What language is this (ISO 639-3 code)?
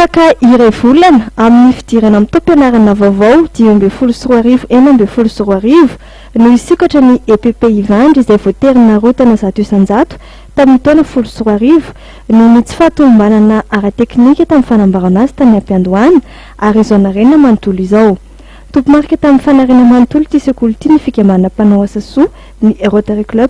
mlg